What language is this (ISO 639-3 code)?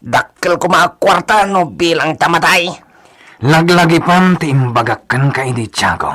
ilo